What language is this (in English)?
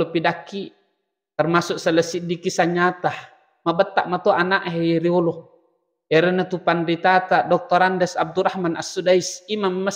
Buginese